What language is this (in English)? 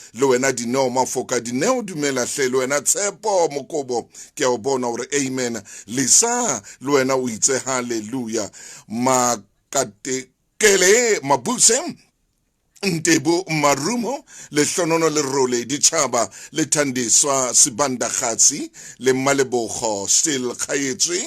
Southern Sotho